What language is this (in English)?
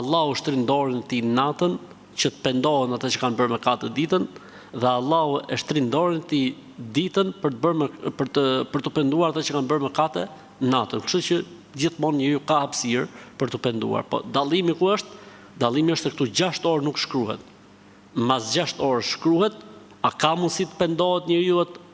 Albanian